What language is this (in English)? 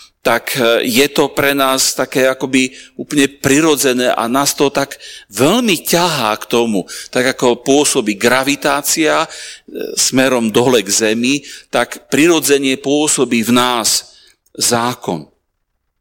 Slovak